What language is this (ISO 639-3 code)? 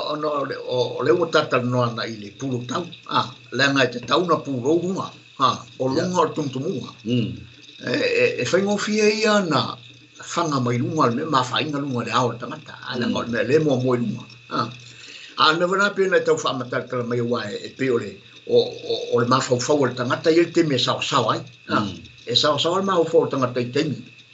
smo